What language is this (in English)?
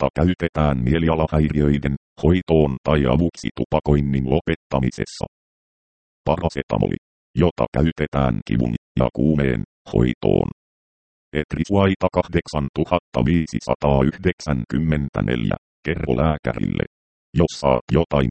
Finnish